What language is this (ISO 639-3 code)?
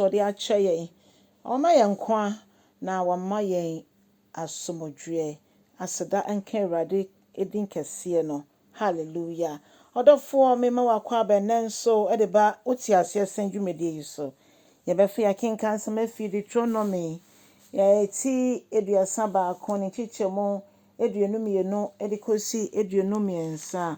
aka